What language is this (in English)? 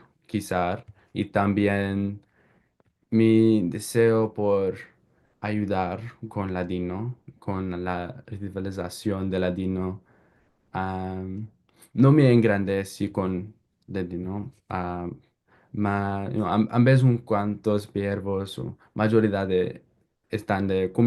Ladino